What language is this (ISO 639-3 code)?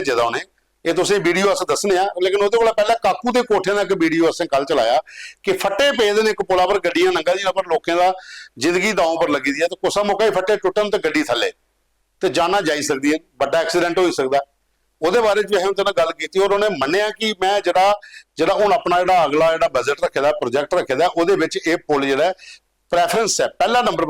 doi